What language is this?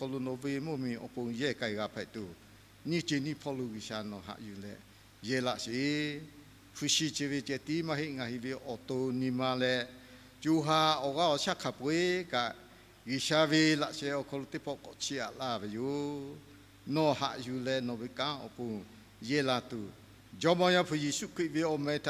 Lahu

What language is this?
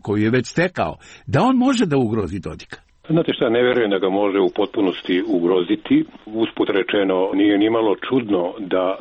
Serbian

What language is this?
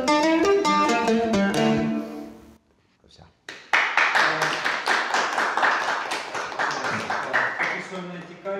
Ukrainian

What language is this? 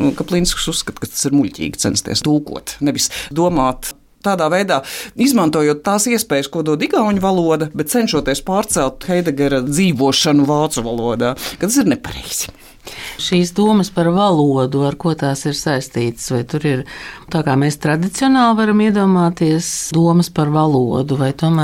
Latvian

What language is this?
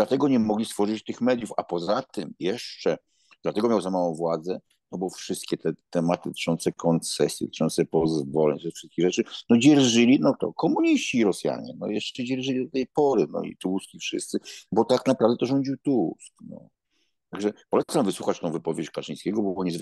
Polish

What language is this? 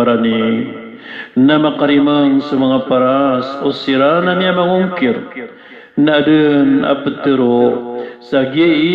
Maranao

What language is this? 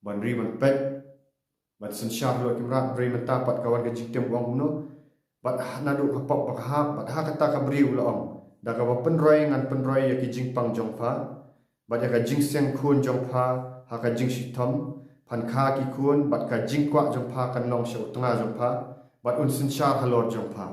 Khasi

